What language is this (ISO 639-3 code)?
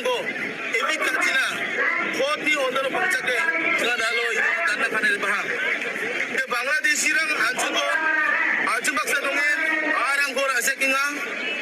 grt